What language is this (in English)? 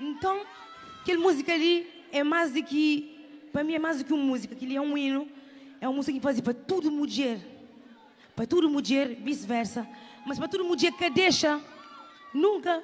Kabuverdianu